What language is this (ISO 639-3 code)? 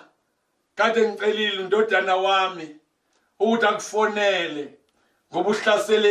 zul